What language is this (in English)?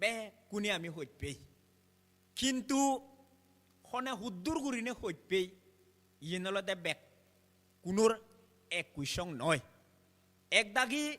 Chakma